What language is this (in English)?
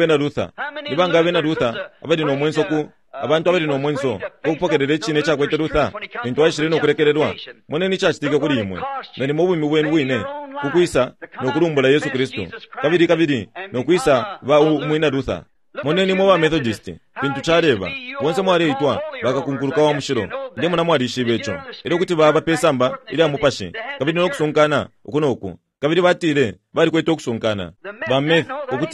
Bemba